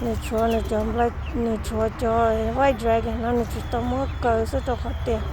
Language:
Hmong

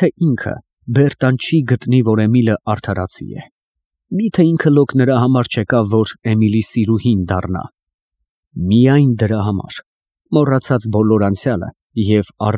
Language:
Armenian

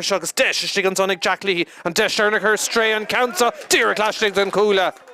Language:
Irish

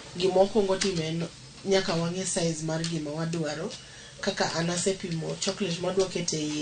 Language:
Luo (Kenya and Tanzania)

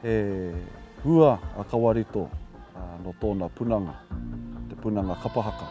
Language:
Māori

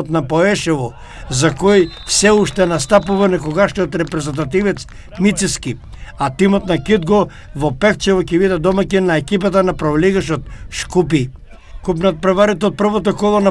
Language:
Macedonian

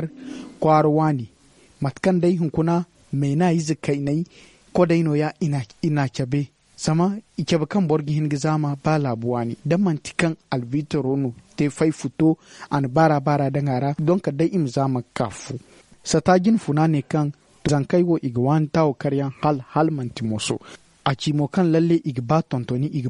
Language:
Zarma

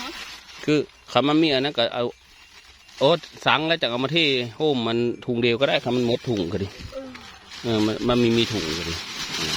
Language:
Northeastern Thai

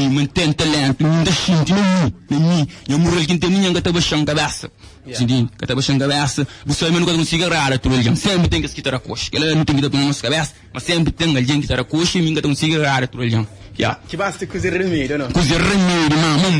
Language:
Kabuverdianu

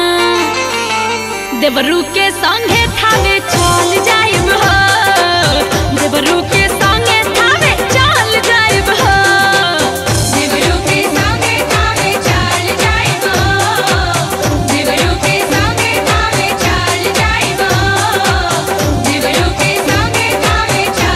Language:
Bhojpuri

